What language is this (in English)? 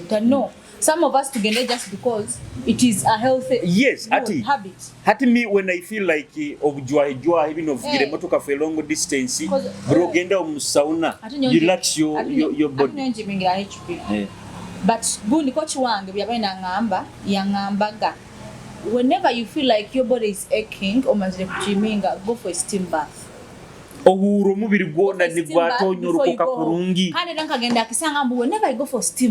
Nyoro